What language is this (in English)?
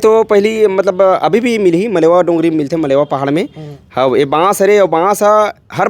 Chhattisgarhi